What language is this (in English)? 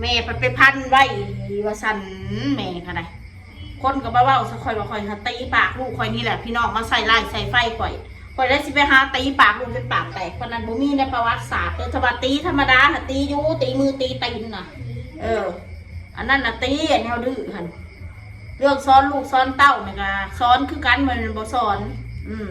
Northeastern Thai